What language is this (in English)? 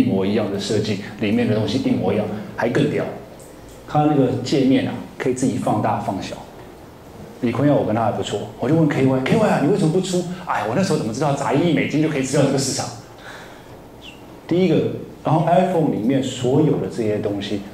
Chinese